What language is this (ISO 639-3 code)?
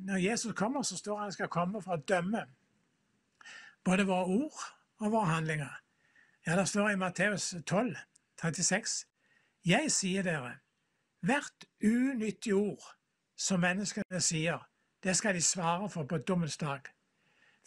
nor